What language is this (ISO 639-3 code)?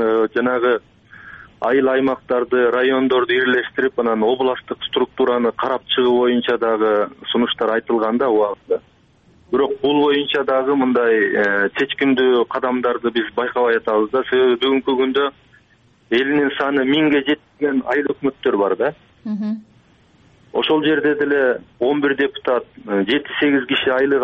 kir